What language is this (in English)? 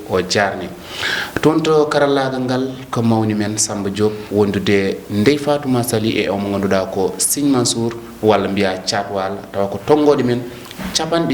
Fula